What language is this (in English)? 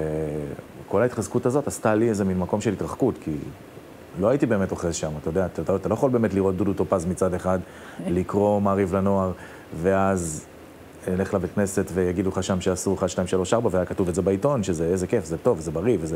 Hebrew